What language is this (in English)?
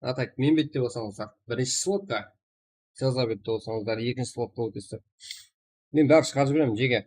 Kara-Kalpak